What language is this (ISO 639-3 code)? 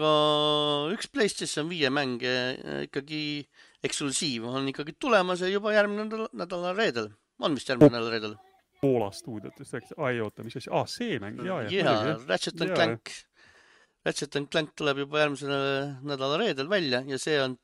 est